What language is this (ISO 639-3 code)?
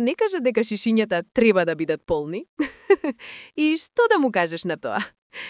mkd